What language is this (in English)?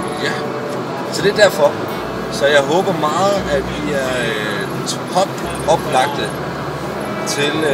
Danish